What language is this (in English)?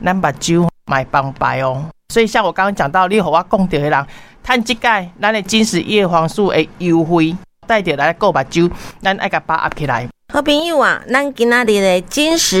Min Nan Chinese